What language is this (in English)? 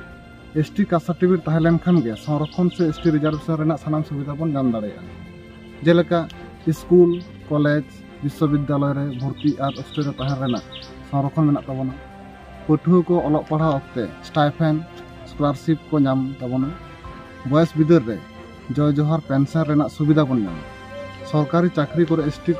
Santali